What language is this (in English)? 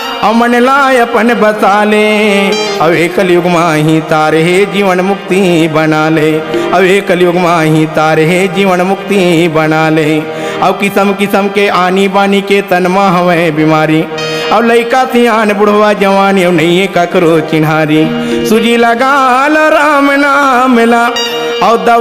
Chhattisgarhi